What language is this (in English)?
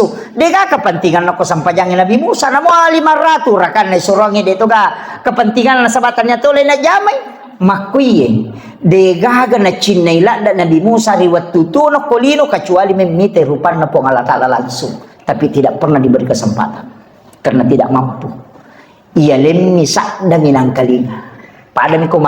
Buginese